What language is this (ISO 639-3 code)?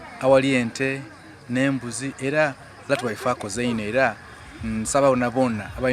lug